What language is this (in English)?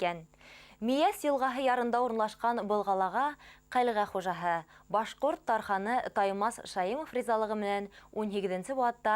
Bashkir